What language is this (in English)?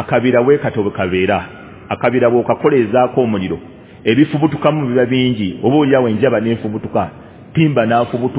Ganda